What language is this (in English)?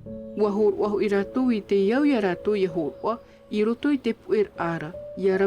Tahitian